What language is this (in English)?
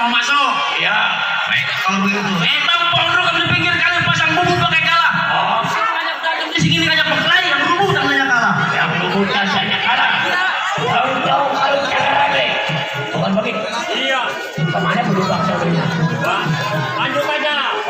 Betawi